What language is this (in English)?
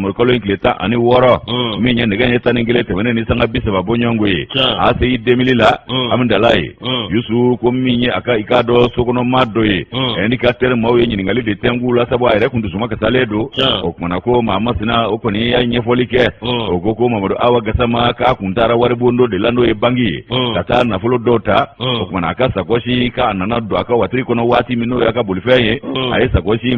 Bambara